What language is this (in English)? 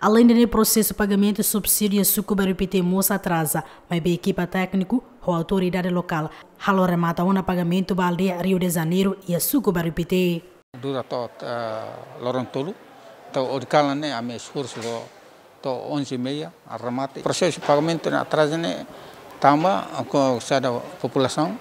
Tetum